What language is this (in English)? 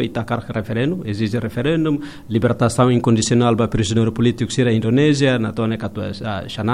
Tetum